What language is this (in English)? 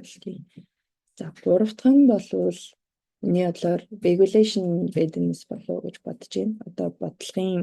Mongolian